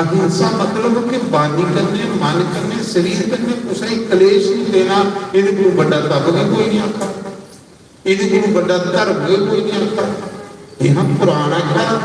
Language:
Dogri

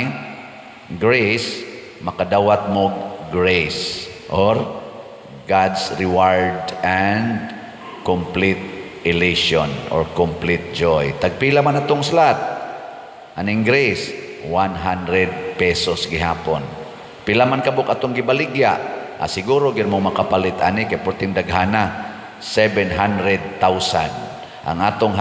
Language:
Cebuano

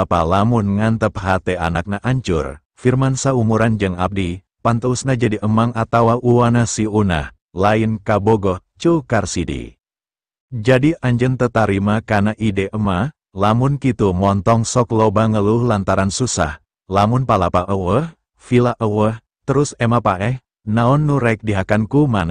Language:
Sundanese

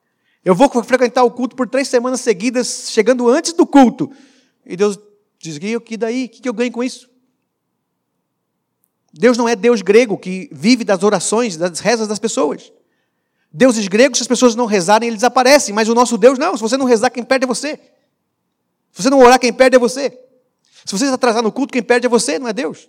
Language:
Portuguese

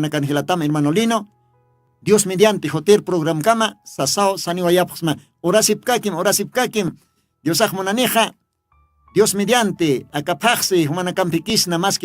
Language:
Aymara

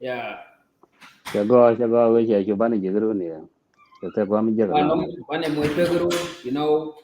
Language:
Nuer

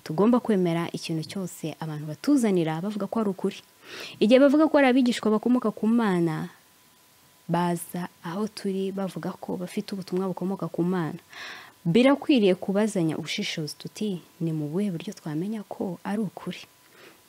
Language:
Kinyarwanda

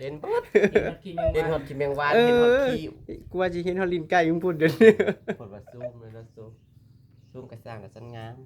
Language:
Northeastern Thai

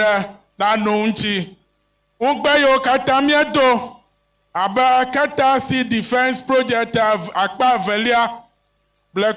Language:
Ewe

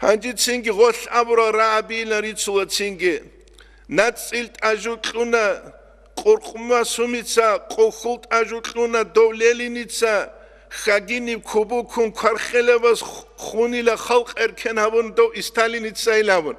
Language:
Avaric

